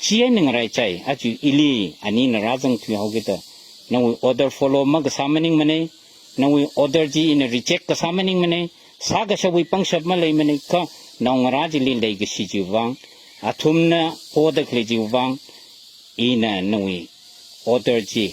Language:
Tangkhul Naga (India)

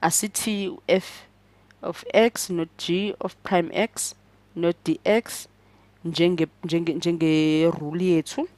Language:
Zulu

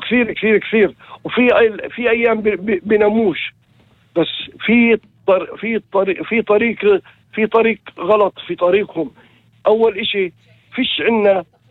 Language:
North Levantine Arabic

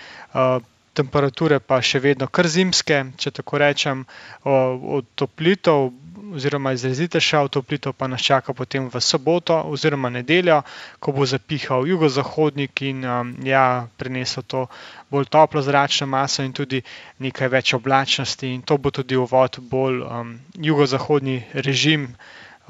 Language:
Slovenian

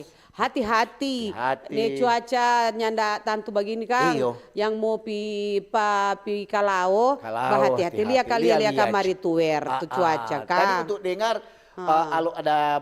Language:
Manado Malay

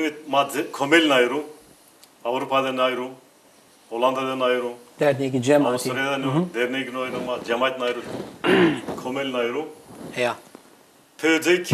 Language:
Zaza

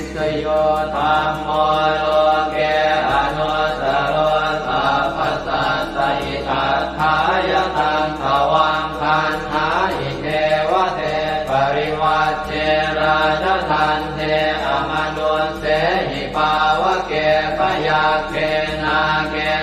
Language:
Pali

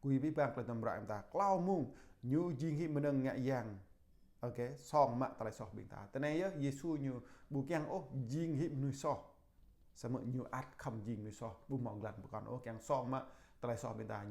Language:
Jarai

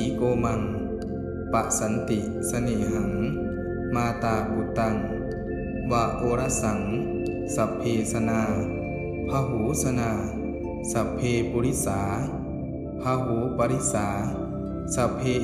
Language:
Pali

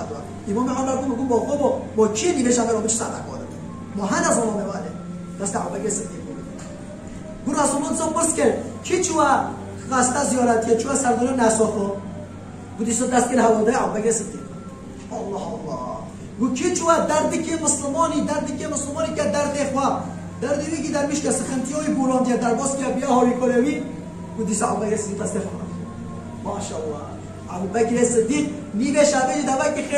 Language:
Kurdish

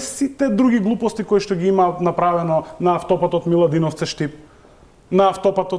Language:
Macedonian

